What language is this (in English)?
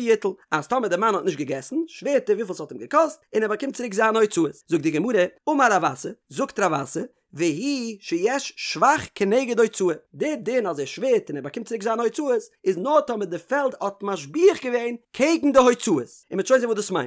Yiddish